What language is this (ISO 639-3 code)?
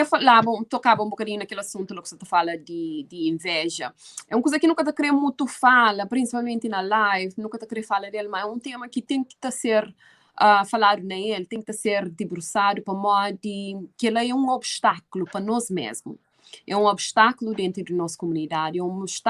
kea